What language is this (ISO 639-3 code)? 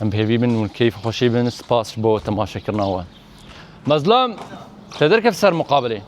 kur